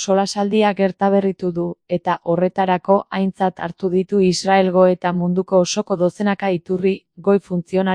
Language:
Basque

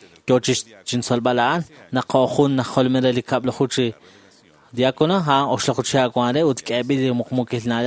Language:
Kekchí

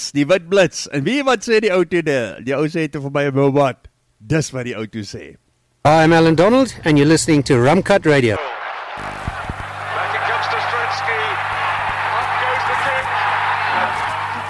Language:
Afrikaans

